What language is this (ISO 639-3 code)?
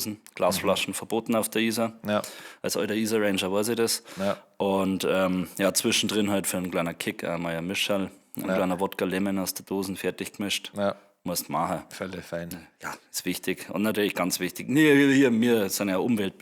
bar